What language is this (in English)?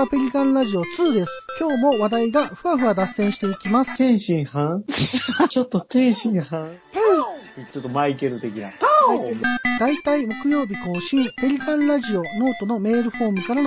Japanese